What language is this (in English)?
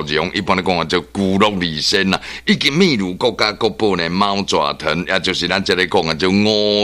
Min Nan Chinese